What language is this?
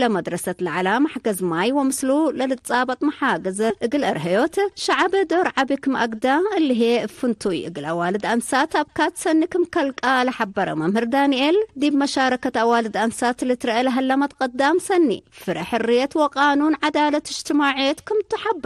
Tigre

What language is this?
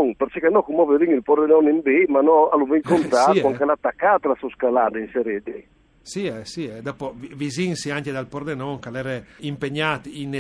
Friulian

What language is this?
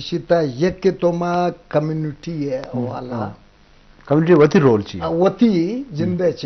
Eastern Balochi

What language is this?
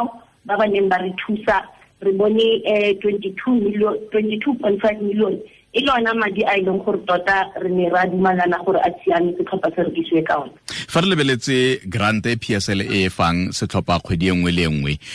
Tswana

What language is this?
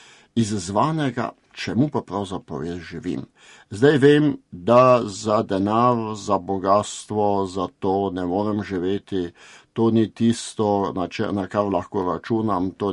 Slovenian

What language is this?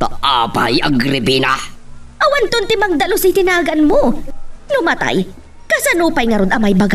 Iloko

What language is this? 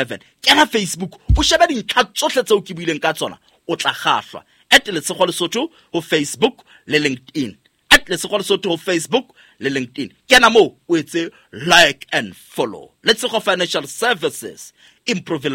Southern Sotho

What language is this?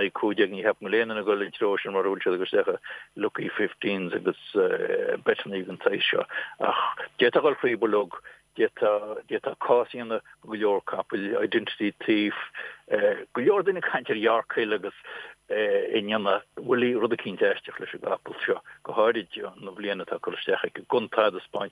Irish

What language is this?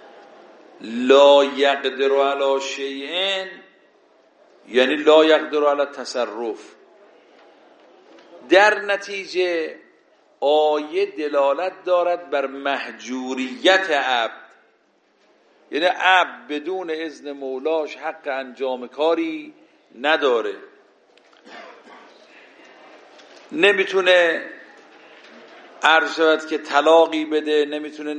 Persian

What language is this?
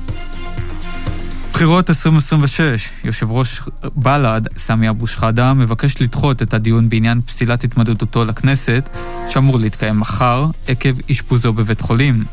Hebrew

